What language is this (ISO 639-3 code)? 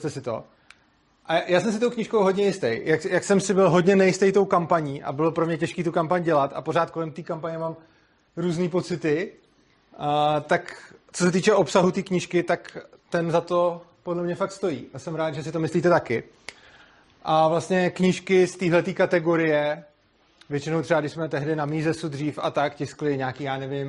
ces